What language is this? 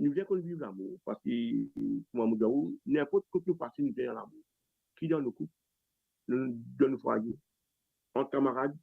Morisyen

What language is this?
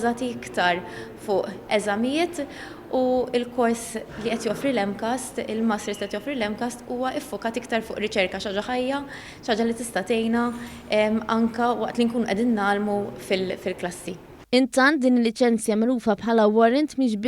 Maltese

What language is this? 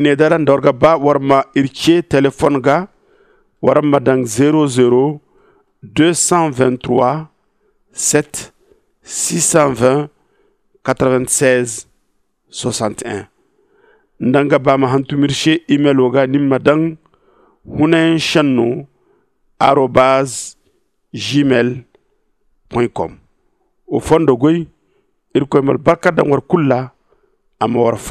Zarma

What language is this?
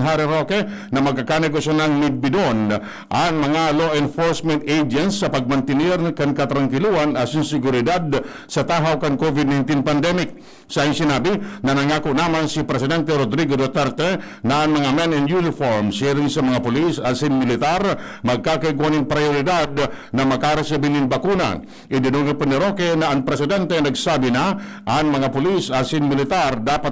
Bikol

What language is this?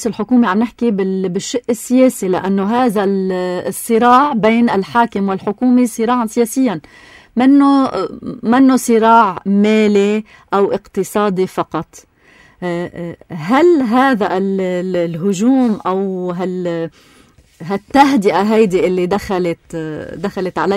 North Levantine Arabic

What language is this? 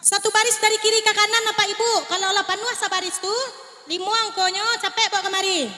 Minangkabau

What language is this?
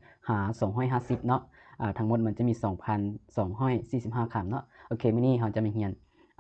Lao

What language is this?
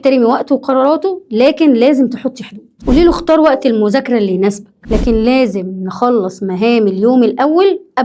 Egyptian Arabic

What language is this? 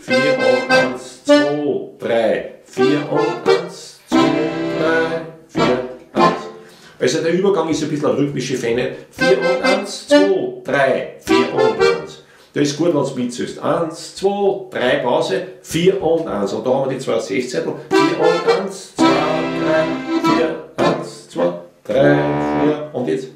Bavarian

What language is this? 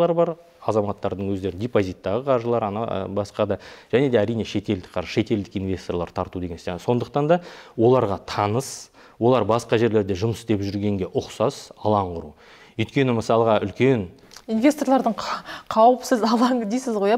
Kazakh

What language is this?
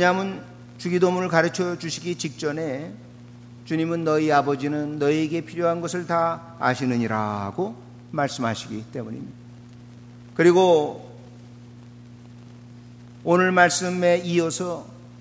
Korean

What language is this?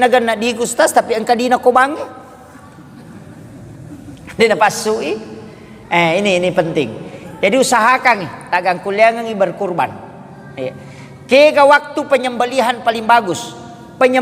Buginese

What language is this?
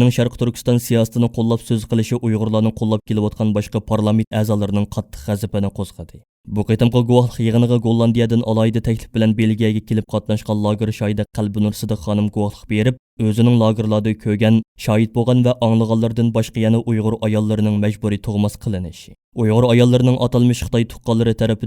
Uyghur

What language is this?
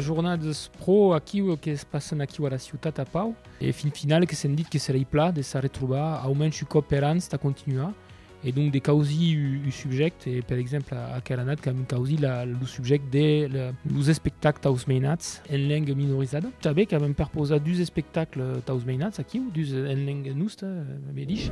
Occitan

